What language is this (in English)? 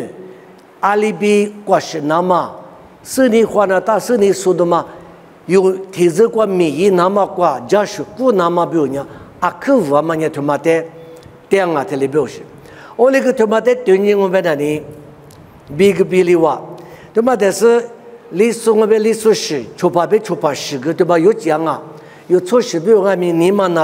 Lisu